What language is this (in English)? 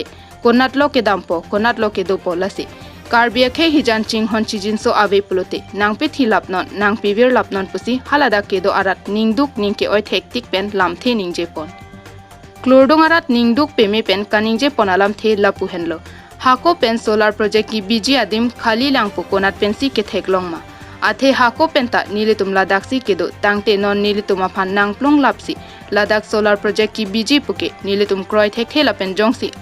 Karbi